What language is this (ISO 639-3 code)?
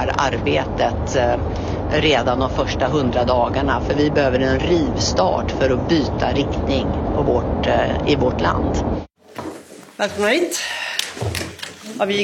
swe